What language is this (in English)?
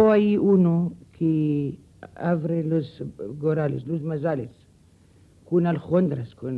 Ladino